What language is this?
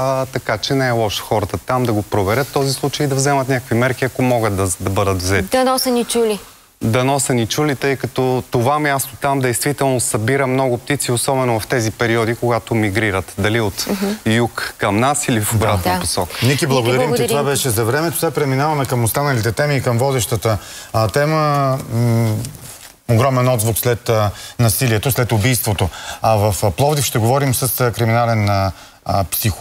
Bulgarian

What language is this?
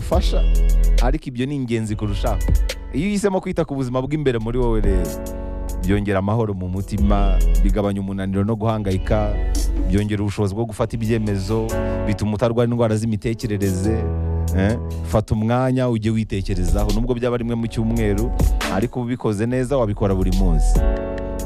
Kinyarwanda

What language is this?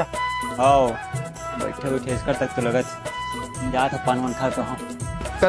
Chhattisgarhi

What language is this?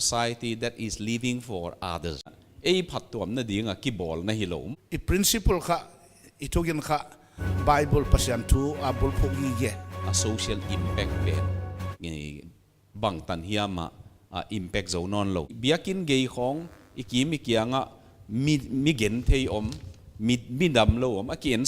Paite Chin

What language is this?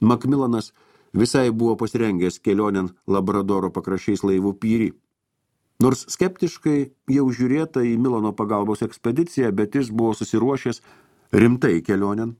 Lithuanian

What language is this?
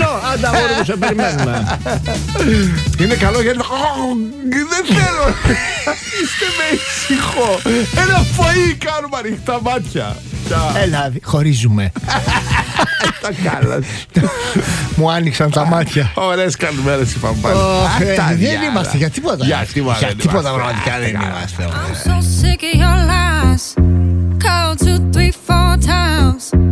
Greek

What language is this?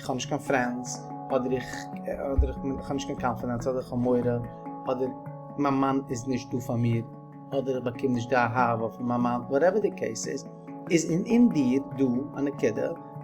Yiddish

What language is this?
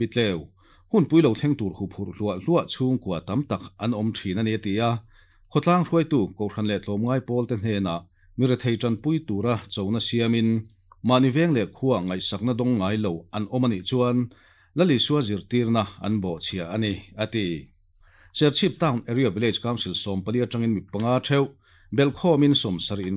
Mizo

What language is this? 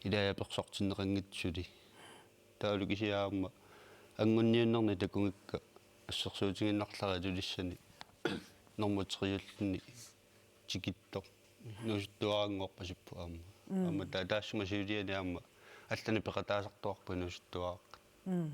Kalaallisut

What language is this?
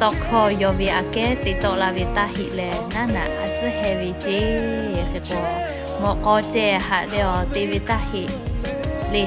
Lahu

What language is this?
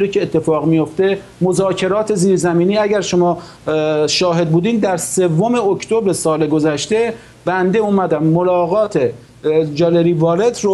Persian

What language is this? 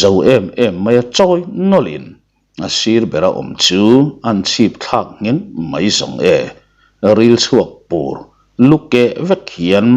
Mizo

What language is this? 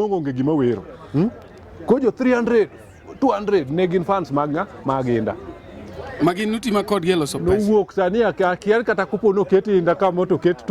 Luo (Kenya and Tanzania)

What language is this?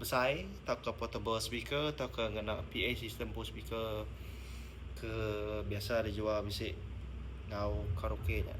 Iban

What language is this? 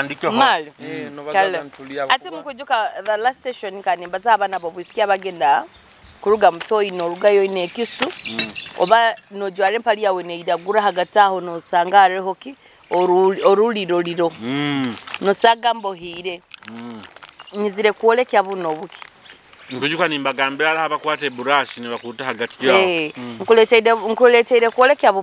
Nyoro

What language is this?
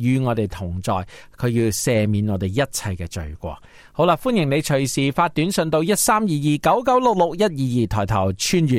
Cantonese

